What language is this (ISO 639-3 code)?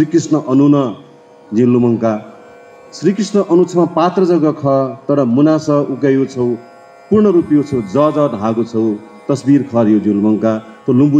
new